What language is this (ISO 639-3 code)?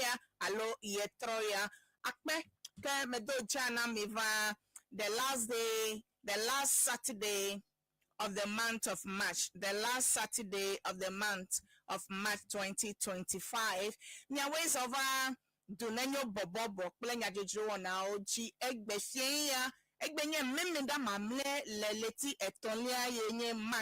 ewe